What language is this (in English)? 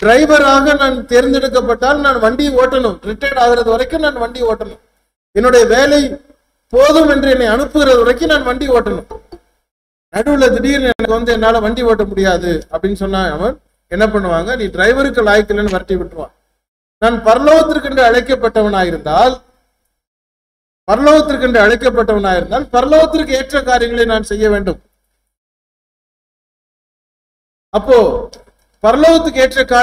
Tamil